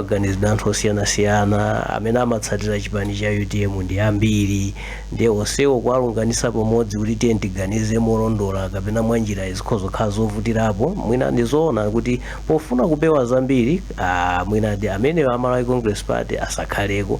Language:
Nyanja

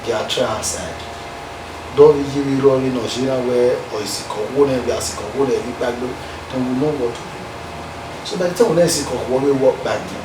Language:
Bini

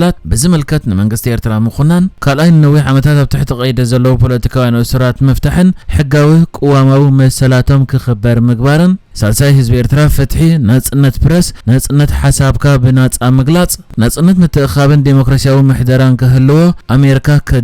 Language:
Tigrinya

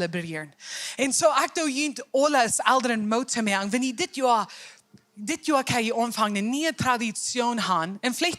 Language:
Plautdietsch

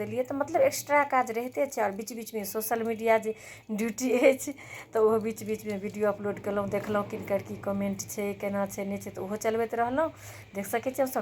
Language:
Maithili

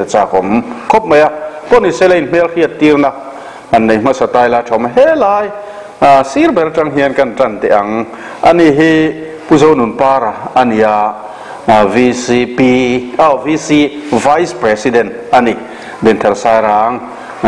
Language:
Mizo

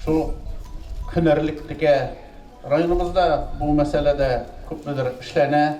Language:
Tatar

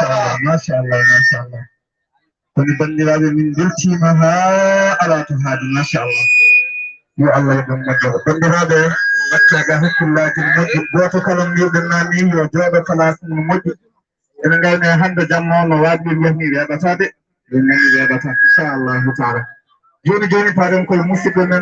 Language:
Fula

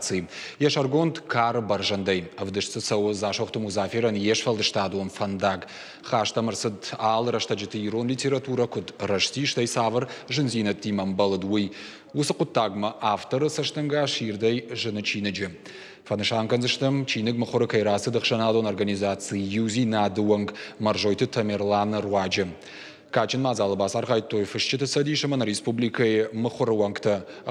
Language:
Ossetic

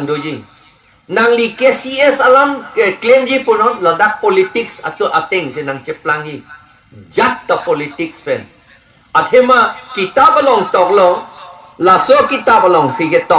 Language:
Karbi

